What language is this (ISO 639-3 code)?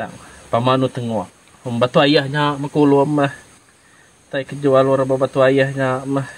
iba